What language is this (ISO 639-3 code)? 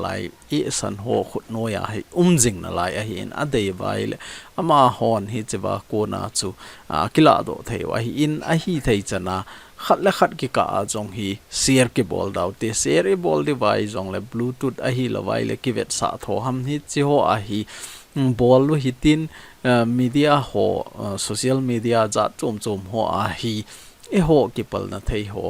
tcz